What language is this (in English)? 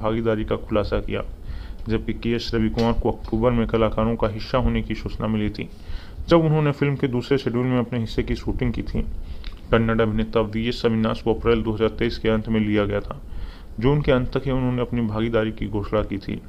Hindi